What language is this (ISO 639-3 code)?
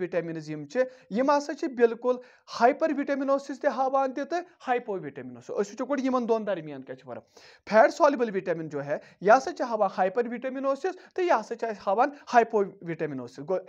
kas